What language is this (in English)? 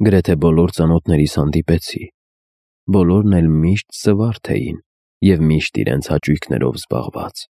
Armenian